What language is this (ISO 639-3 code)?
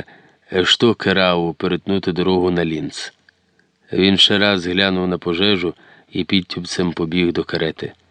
ukr